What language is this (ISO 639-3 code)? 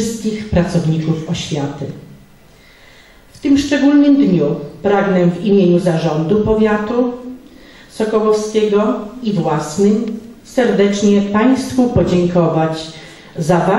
pol